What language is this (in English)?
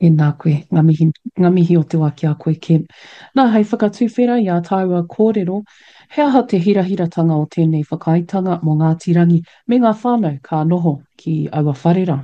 Māori